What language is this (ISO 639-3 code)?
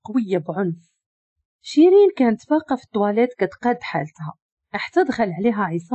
ary